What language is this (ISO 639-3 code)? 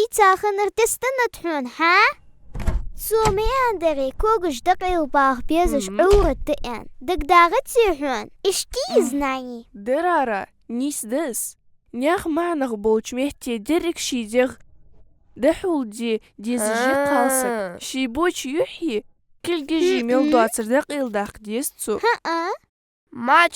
inh